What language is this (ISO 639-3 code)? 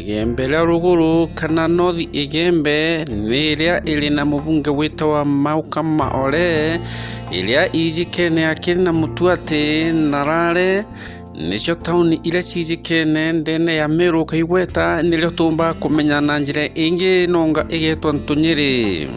mer